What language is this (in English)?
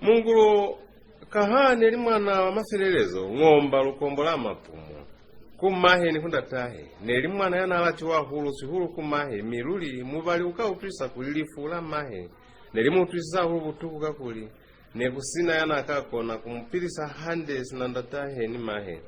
Lozi